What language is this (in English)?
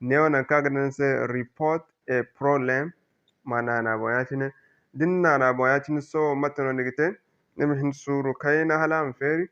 Zarma